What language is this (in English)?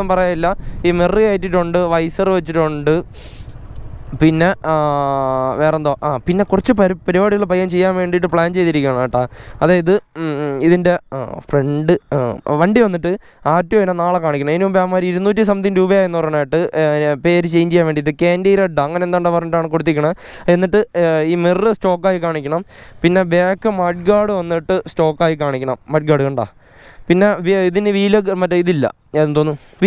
Malayalam